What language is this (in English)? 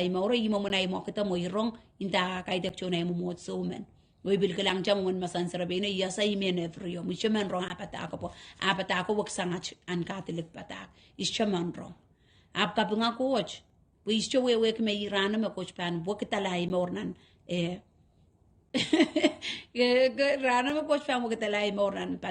Pohnpeian